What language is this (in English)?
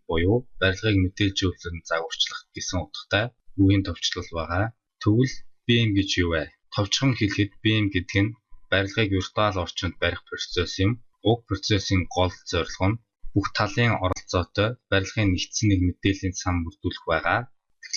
Mongolian